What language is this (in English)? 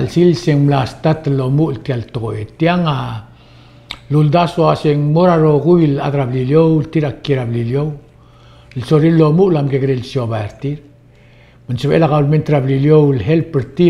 Palauan